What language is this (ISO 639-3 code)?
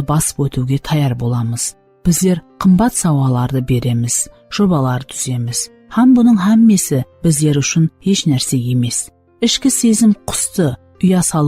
kaa